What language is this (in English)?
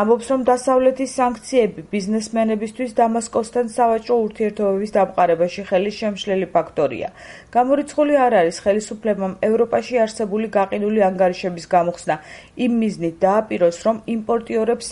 Georgian